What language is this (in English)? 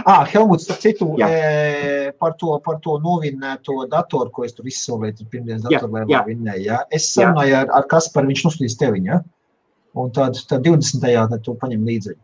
Latvian